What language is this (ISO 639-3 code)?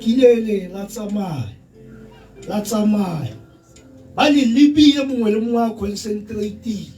tsn